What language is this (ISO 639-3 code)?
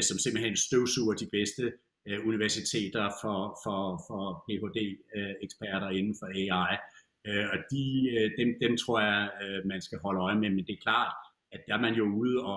dan